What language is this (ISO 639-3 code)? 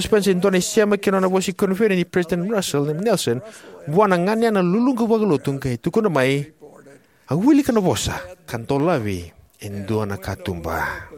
fij